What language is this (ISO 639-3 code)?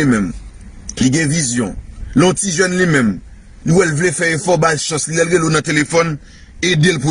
hat